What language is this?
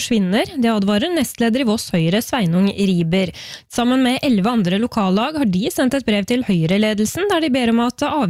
Norwegian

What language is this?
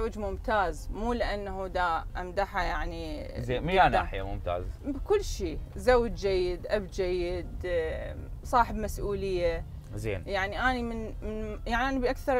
Mesopotamian Arabic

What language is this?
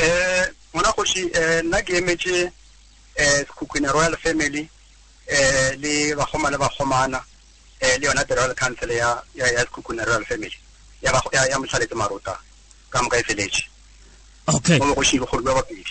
Northern Sotho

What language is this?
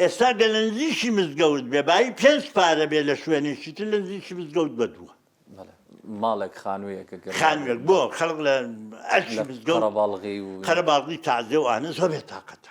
Central Kurdish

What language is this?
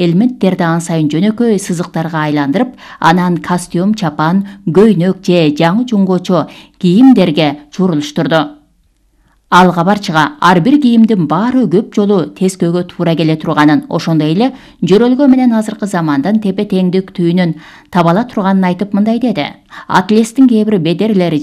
Kyrgyz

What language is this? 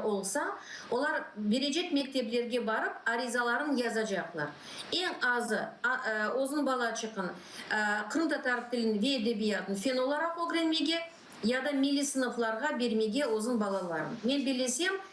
Crimean Tatar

